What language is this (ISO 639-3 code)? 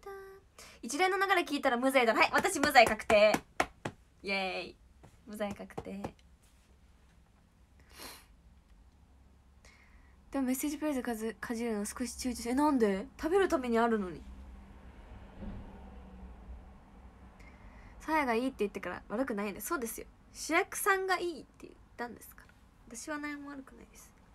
jpn